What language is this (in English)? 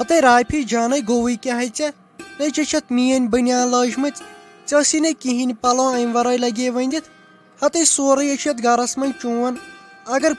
Kashmiri